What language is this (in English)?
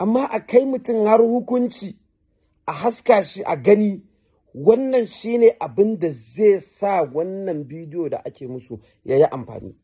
Hausa